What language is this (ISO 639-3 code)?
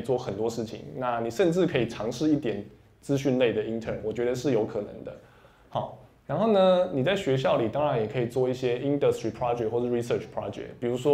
zho